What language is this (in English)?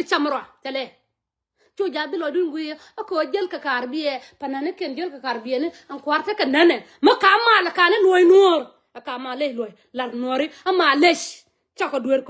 Nuer